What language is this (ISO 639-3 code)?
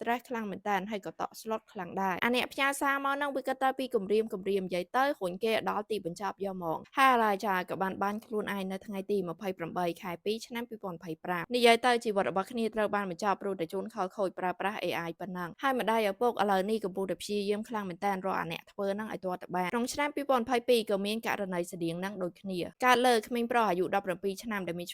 khm